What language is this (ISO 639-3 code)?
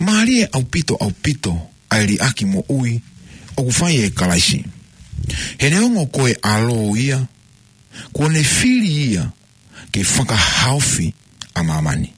ton